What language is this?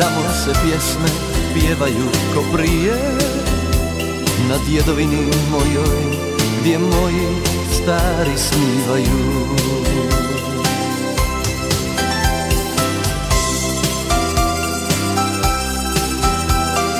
Croatian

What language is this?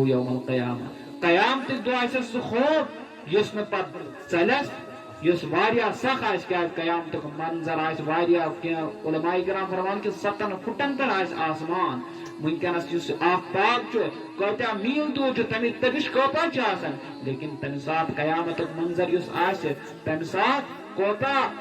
Kashmiri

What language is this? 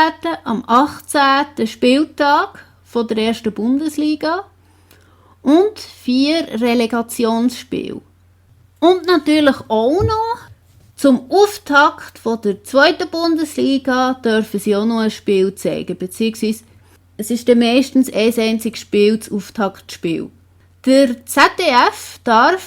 Swiss German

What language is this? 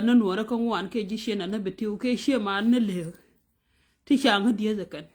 Nuer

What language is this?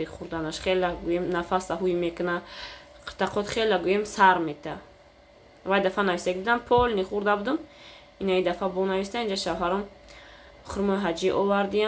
Tajik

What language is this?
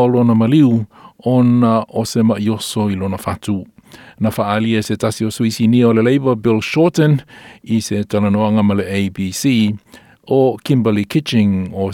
Samoan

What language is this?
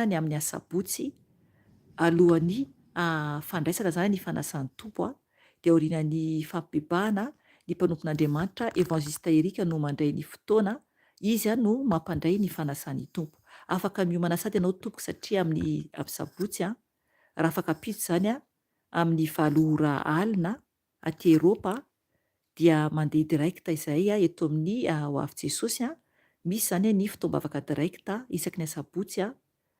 Malagasy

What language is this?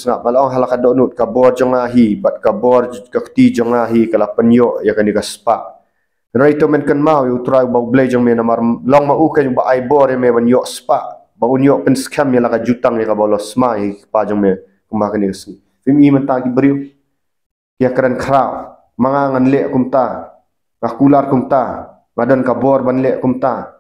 Khasi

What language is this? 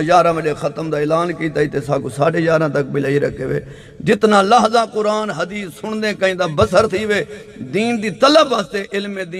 Saraiki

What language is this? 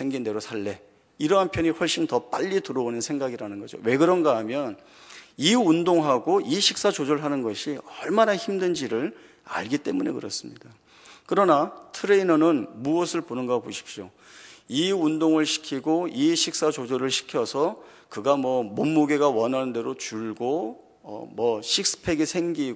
Korean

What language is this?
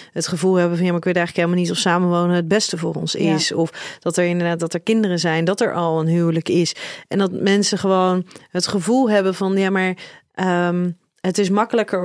Dutch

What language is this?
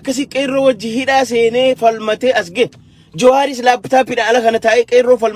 Oromo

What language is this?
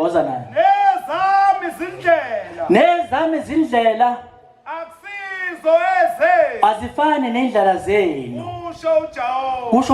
Zulu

